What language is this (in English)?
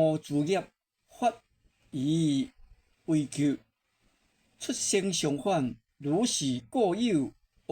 Min Nan Chinese